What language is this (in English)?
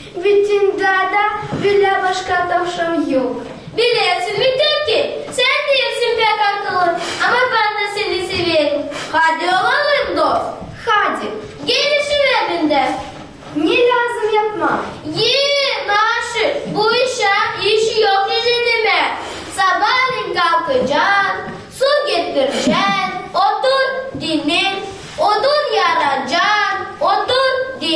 Gagauz